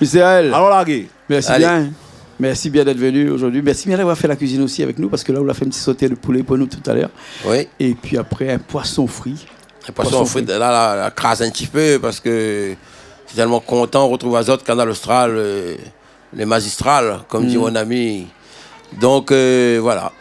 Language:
Réunion Creole French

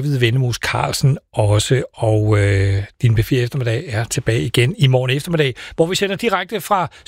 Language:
Danish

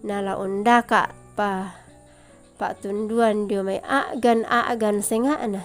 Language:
Toraja-Sa'dan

